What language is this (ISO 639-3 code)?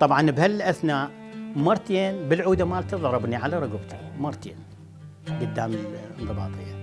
acm